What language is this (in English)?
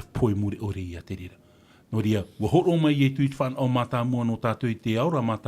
Tahitian